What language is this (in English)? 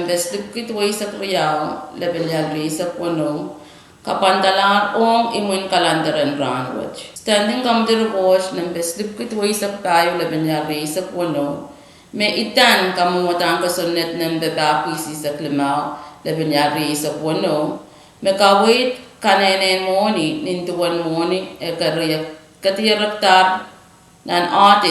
Pohnpeian